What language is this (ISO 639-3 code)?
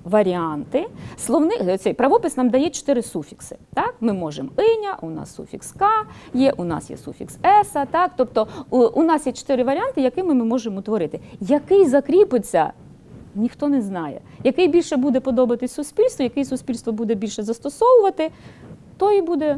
ukr